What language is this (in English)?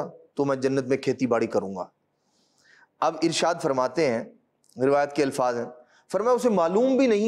Urdu